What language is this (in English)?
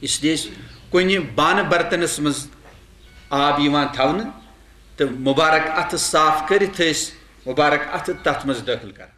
Kashmiri